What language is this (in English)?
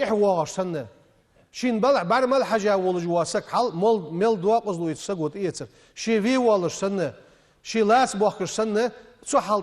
Ingush